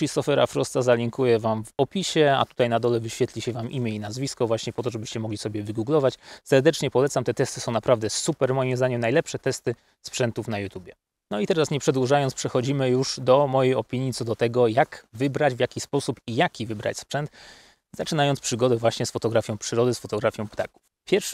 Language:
Polish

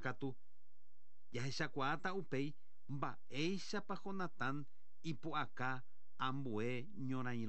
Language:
Guarani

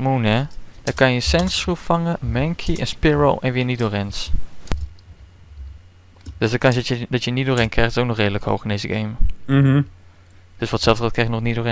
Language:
Dutch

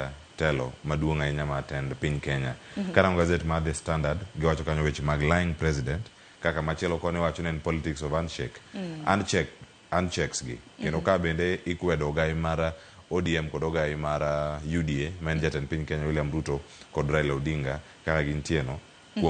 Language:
Luo (Kenya and Tanzania)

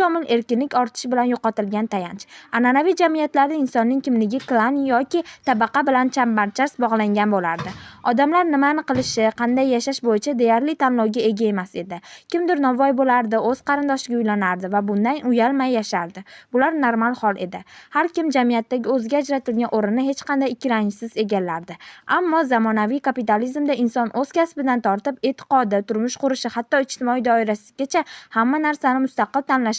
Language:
Uzbek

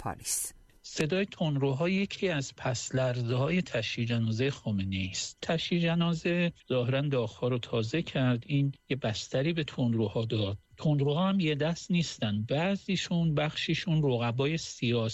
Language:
Persian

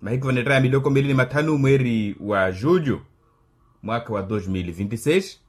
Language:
Makhuwa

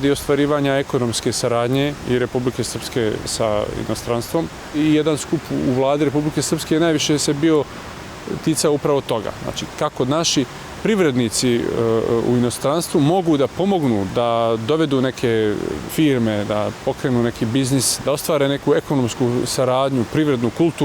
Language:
Bosnian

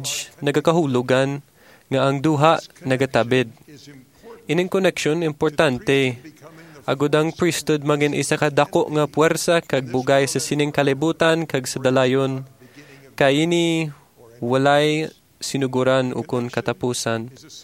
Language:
Hiligaynon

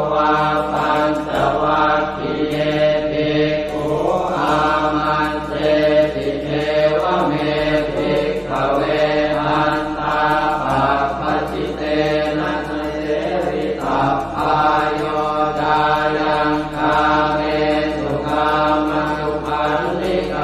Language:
Pali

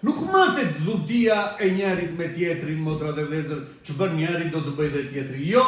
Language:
Albanian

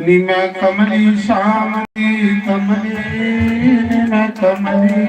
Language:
Dogri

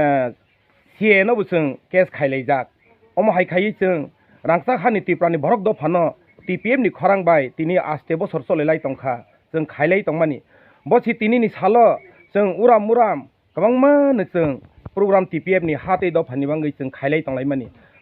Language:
Kok Borok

